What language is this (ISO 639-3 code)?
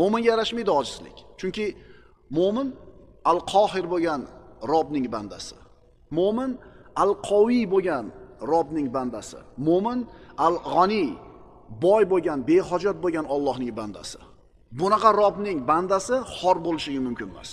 uzb